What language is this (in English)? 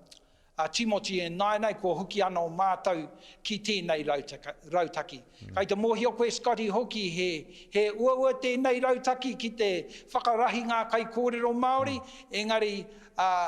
Māori